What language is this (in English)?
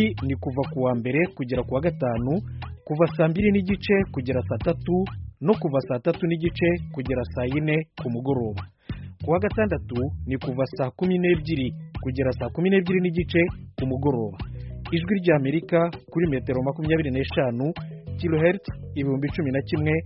Kinyarwanda